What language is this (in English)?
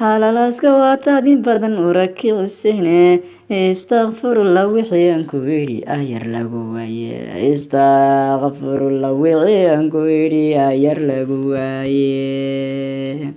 Somali